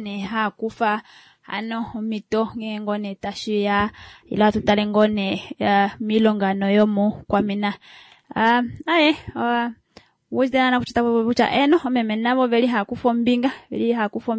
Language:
Kuanyama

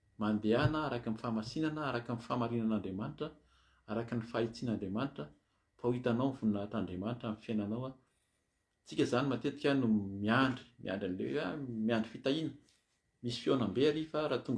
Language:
Malagasy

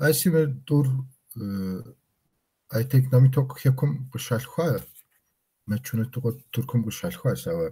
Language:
Kabardian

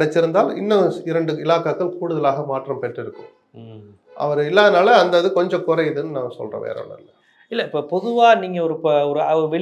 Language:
Tamil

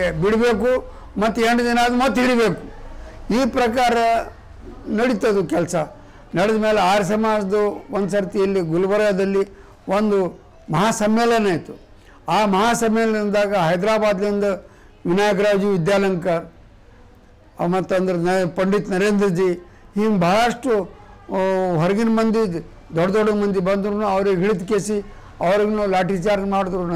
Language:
Kannada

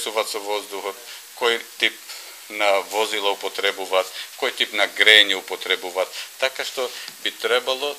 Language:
Macedonian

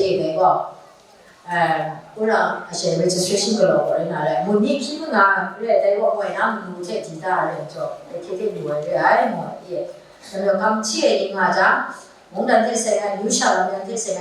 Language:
Kachin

